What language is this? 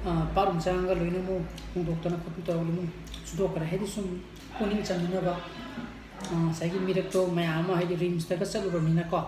Manipuri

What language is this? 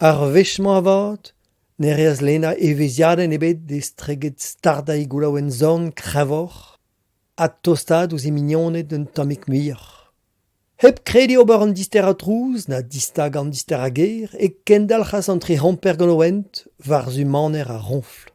Breton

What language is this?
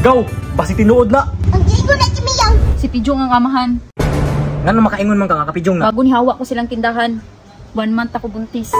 Cebuano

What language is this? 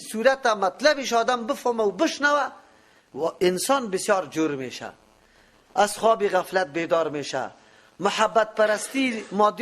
Persian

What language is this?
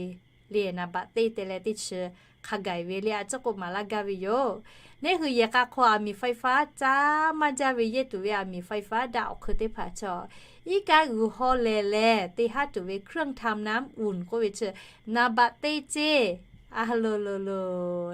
Lahu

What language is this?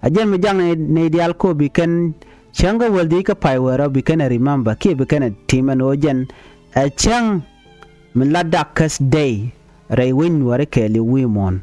Nuer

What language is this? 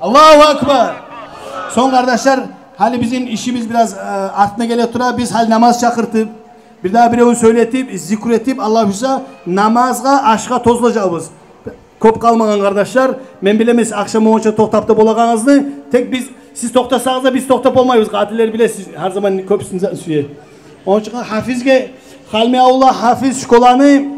Kumyk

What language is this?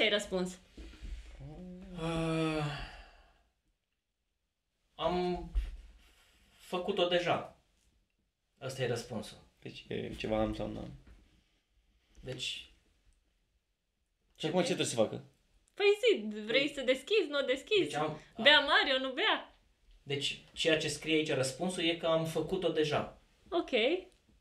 Romanian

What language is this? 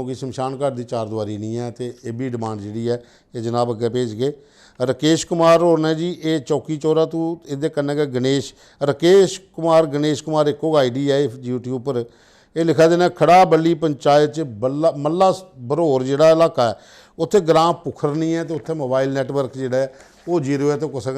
Dogri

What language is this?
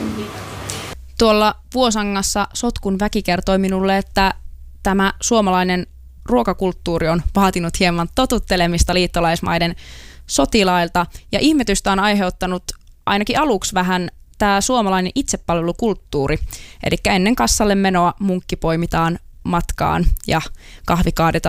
Finnish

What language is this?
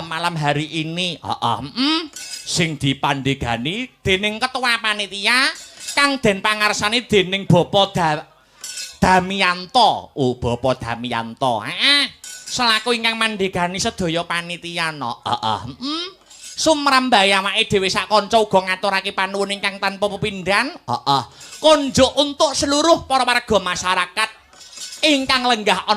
Javanese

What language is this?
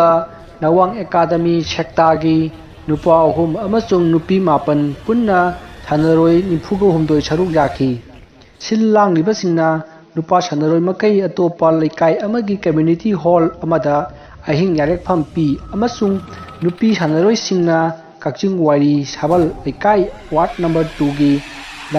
Manipuri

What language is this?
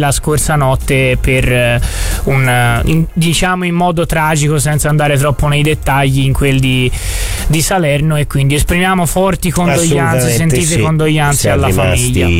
Italian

